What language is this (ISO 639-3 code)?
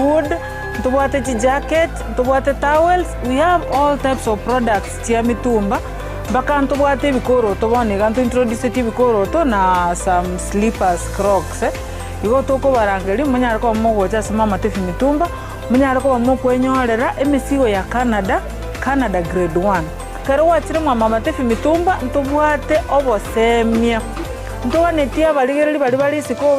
guz